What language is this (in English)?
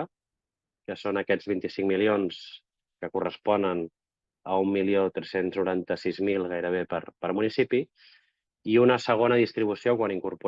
Catalan